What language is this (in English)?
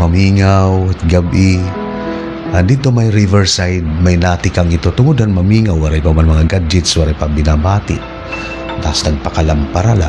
Waray